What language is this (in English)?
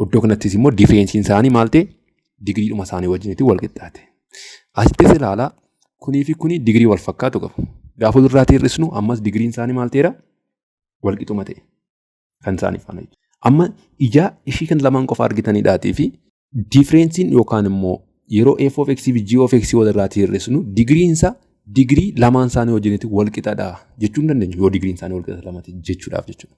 Oromo